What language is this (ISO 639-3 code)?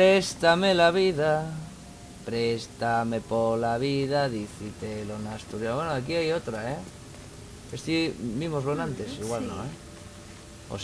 ast